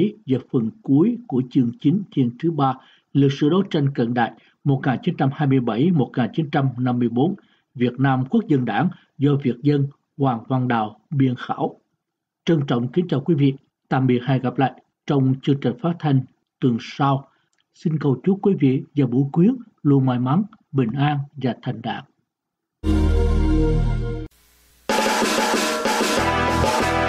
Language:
Vietnamese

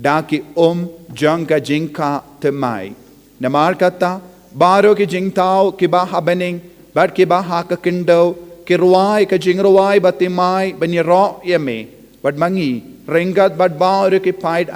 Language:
Khasi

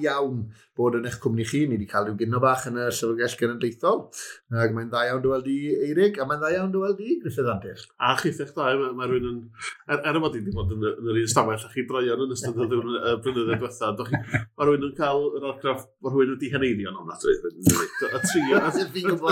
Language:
Welsh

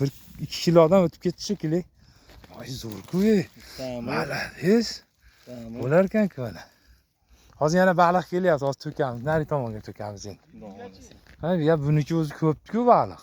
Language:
Uzbek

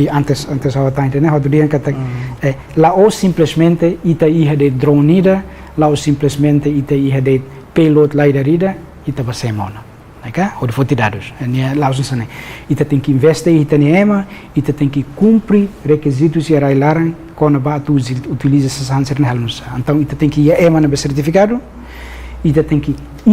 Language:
Tetum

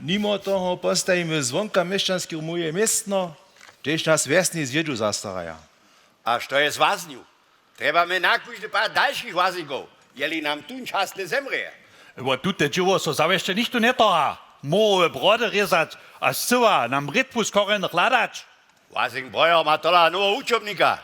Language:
Upper Sorbian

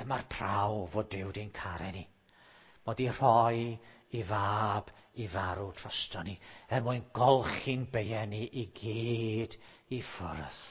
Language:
Welsh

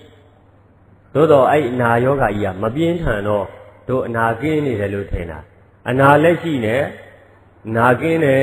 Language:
Burmese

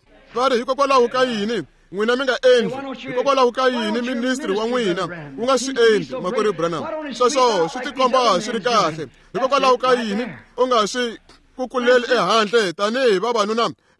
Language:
Tsonga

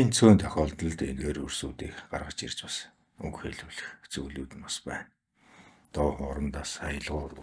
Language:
Mongolian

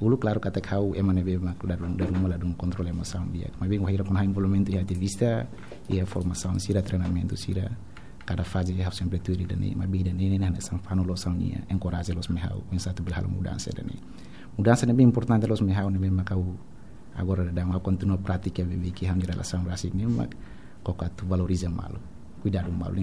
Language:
Tetum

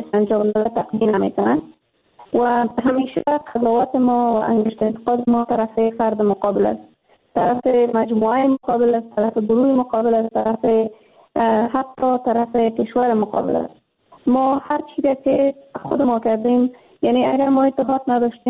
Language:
Persian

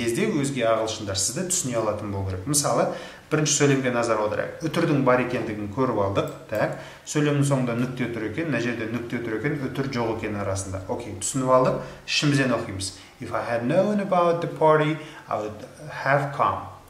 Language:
Kazakh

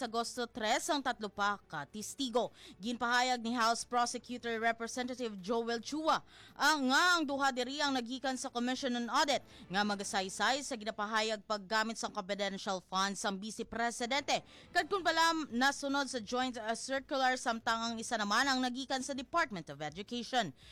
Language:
Hiligaynon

